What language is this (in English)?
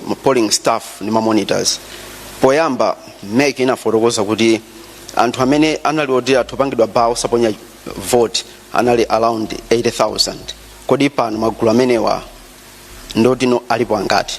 Nyanja